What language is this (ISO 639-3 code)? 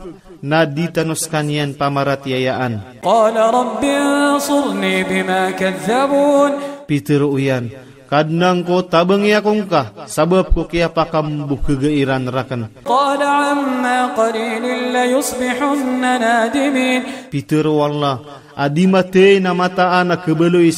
mrw